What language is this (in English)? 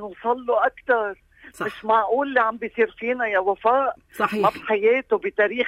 North Levantine Arabic